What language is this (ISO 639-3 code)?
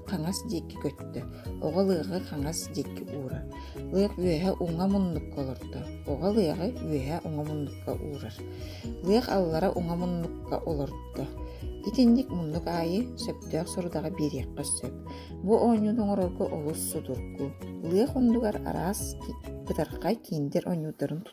sah